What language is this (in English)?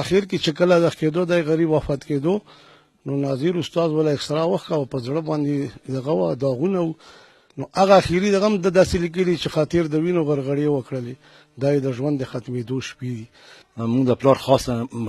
Pashto